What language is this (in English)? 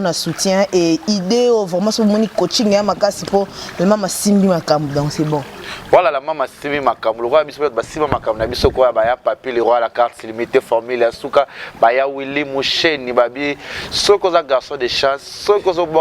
Lingala